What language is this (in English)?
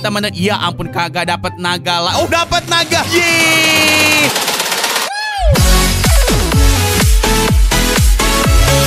Indonesian